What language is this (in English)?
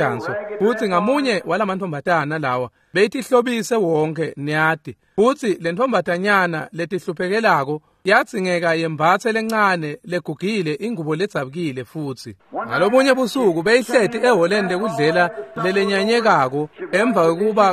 Swati